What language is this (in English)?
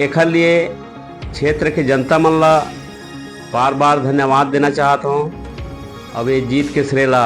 Chhattisgarhi